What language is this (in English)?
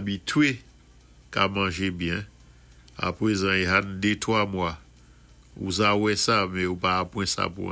Saint Lucian Creole French